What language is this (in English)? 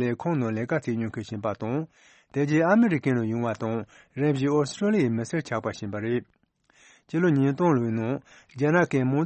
Tibetan